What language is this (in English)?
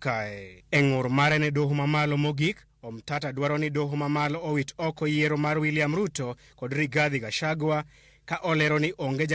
Luo (Kenya and Tanzania)